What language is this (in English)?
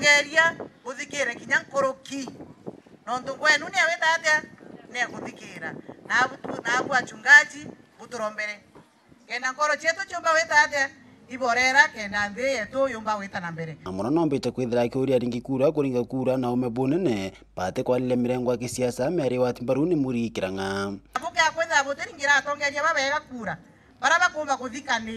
Meru